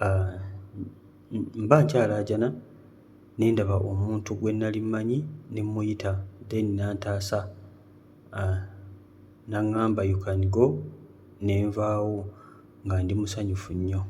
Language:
Ganda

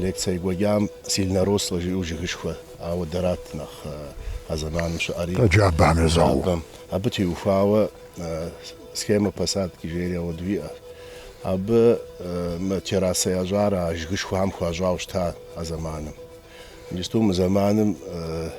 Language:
Kabardian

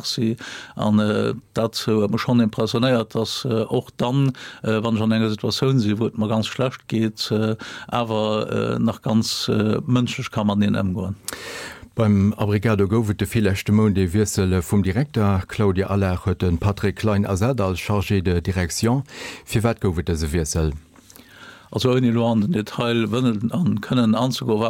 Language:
Luxembourgish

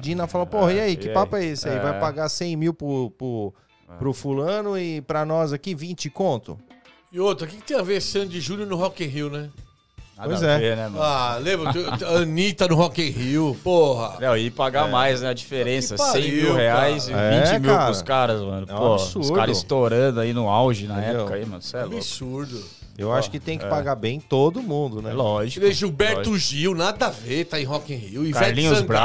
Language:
Portuguese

